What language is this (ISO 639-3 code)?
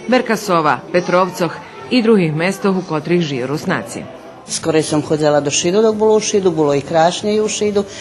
rue